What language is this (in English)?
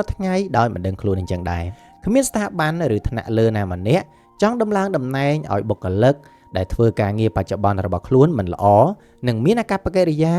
Khmer